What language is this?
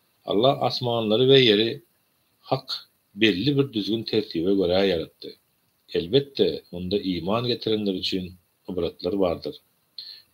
Turkmen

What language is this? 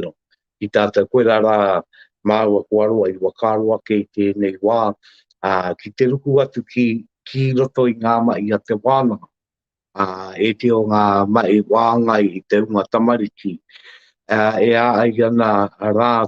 Māori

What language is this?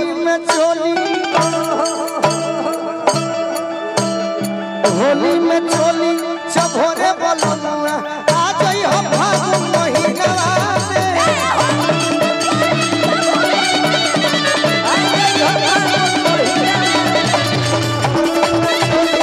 Bhojpuri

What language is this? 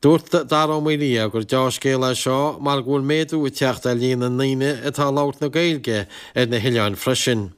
Irish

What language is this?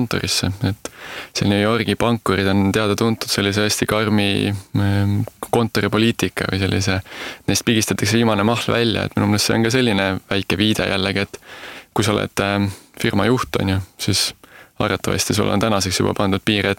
Estonian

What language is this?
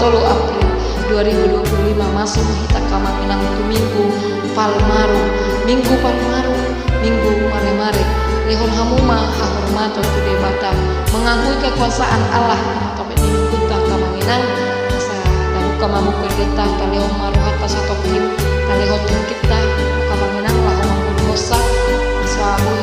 Batak Toba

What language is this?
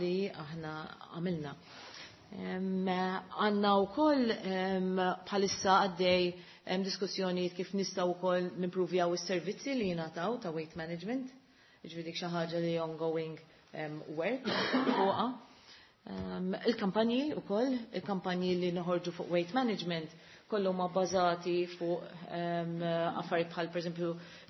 Maltese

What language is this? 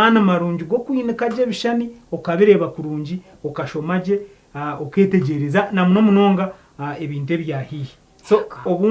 Nyankole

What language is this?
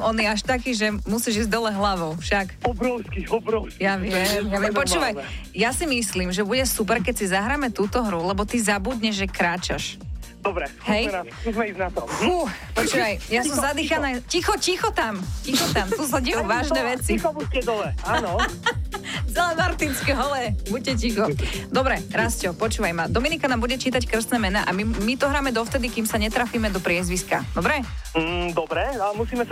Slovak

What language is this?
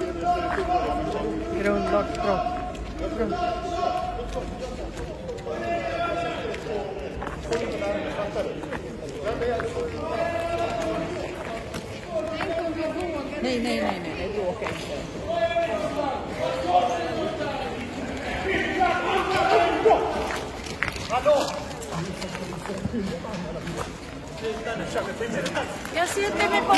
Swedish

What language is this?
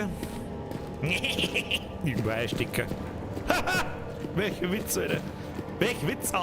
Bavarian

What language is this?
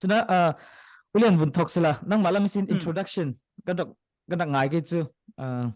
Falam Chin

